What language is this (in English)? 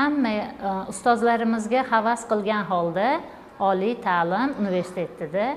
Uzbek